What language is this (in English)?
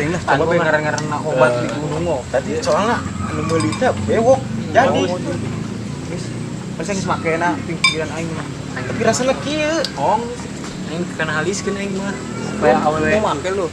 Sundanese